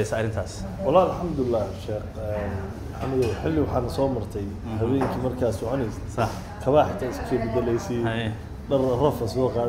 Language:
Somali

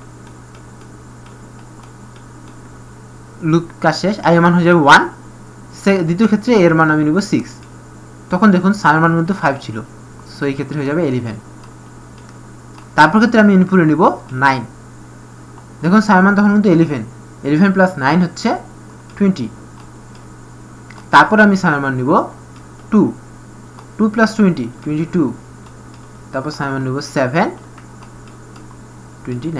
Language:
Bangla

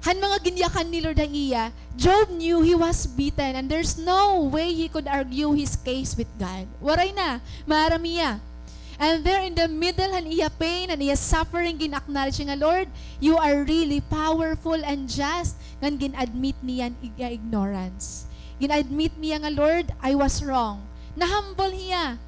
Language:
Waray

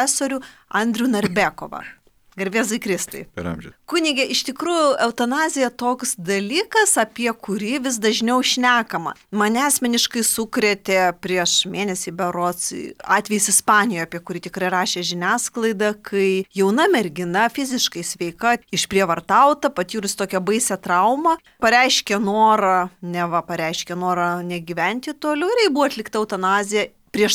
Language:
Lithuanian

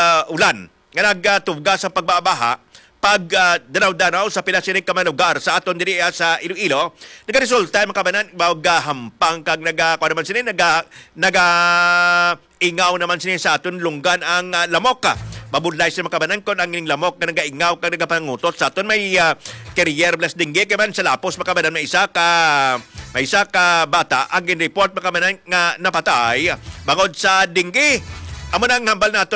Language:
Hiligaynon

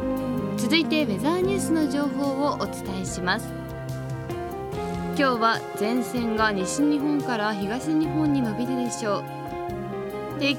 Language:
Japanese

